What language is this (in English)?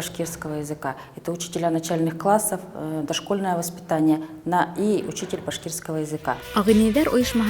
Bashkir